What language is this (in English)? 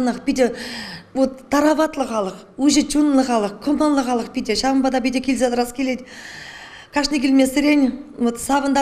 Chuvash